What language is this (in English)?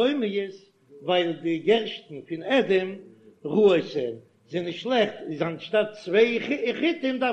Yiddish